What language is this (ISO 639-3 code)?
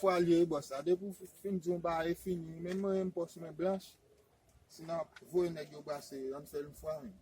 hat